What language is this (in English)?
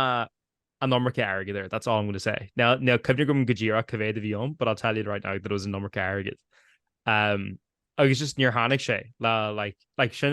Irish